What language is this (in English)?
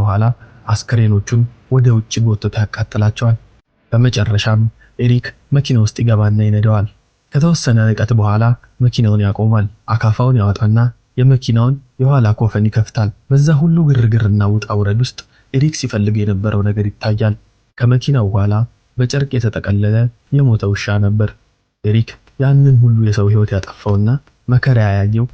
Amharic